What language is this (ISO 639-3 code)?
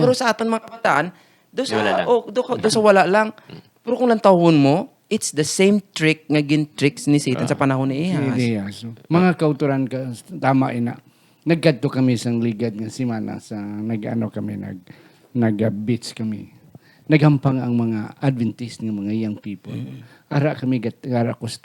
hil